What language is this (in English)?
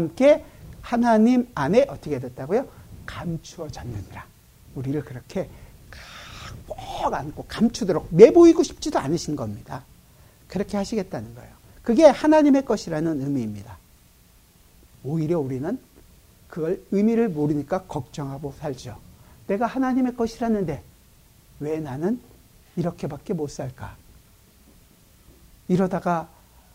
Korean